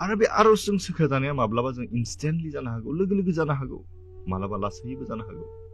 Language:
Bodo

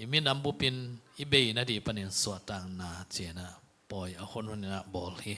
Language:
Tedim Chin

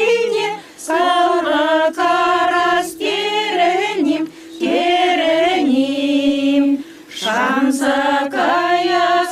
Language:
Chuvash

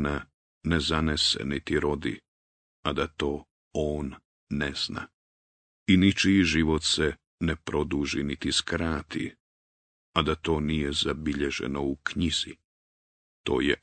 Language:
Bosnian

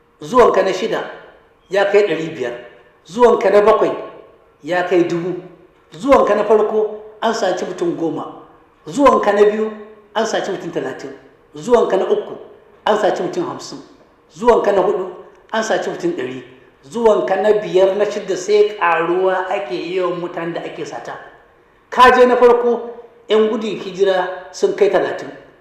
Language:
Hausa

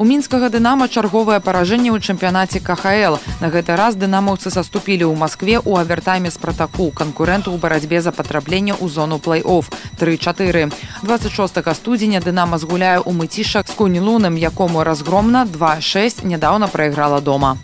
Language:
Belarusian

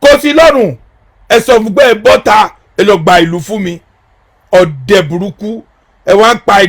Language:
Yoruba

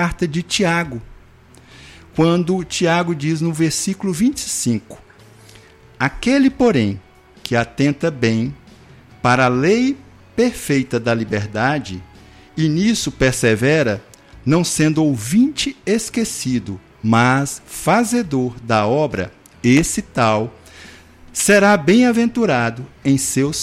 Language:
Portuguese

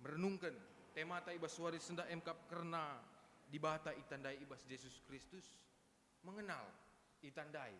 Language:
Batak Karo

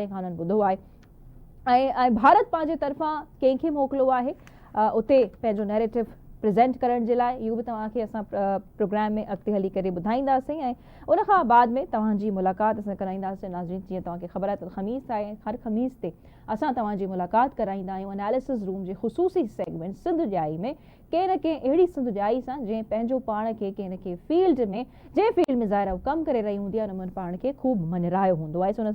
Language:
Sindhi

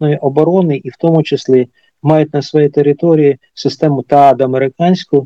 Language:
Ukrainian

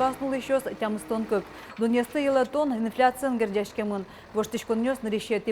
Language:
Udmurt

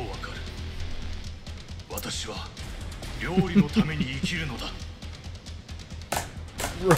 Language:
Japanese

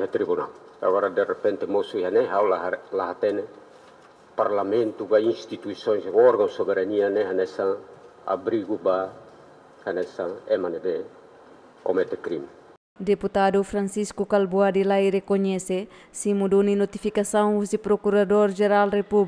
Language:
Tetum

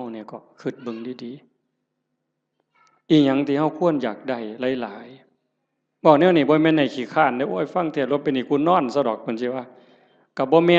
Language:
Northeastern Thai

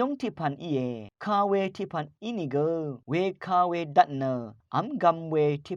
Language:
Rawang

